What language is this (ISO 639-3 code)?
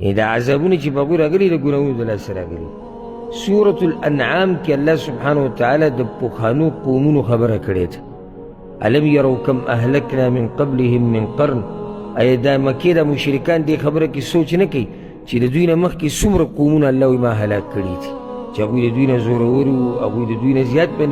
pus